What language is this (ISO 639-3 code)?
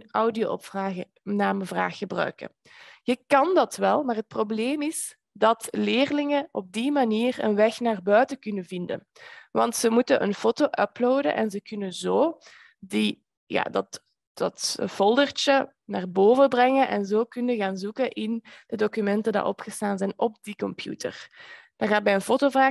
nld